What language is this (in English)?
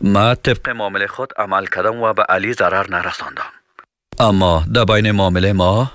Persian